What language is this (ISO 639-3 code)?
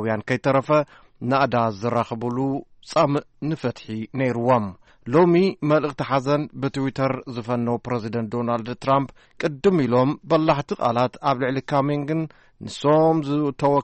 tir